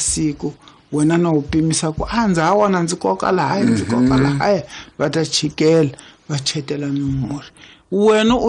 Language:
Tsonga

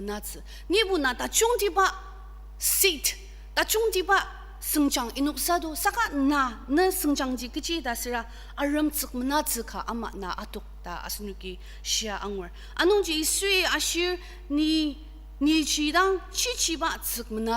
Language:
Ao Naga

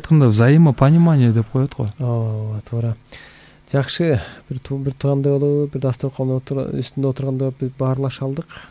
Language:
Kyrgyz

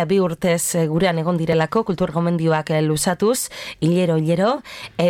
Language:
Basque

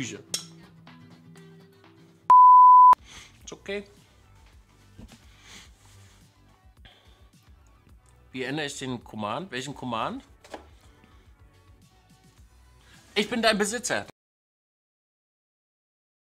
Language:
German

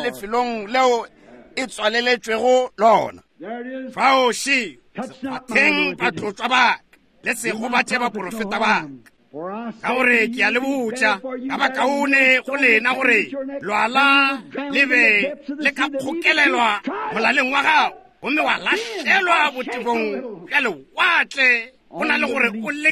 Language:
Northern Sotho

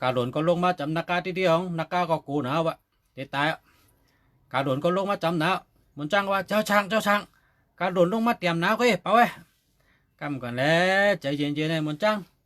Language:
Shan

